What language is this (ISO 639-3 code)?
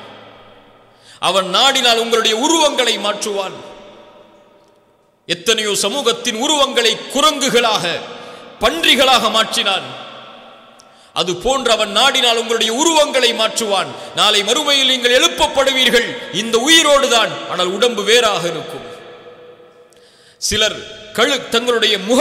tam